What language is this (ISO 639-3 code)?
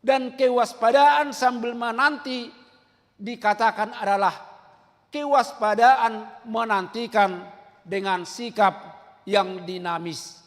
bbc